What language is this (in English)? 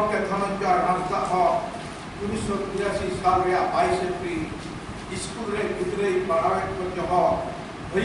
Santali